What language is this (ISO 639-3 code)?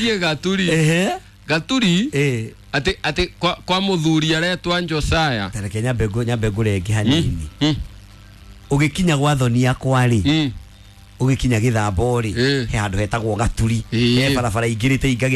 kik